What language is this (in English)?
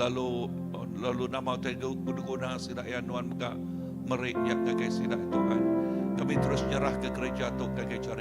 Iban